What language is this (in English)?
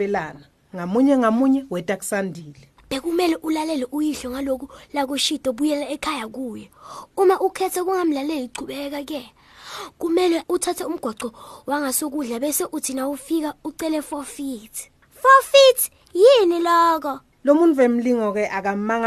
Swati